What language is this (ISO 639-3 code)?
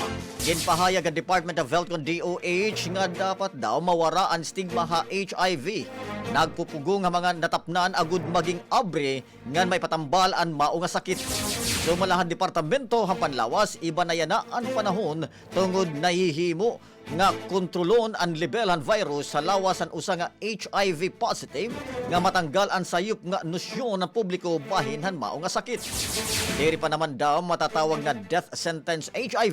war